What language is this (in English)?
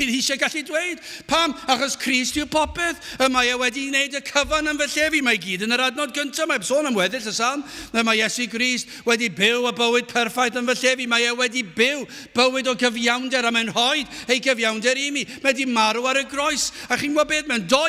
Welsh